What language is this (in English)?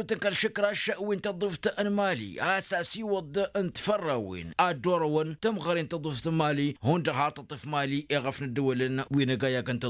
Tamasheq